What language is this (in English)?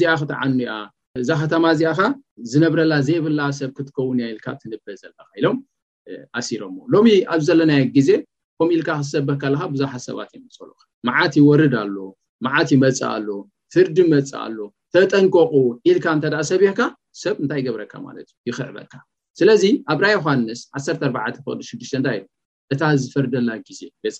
Tigrinya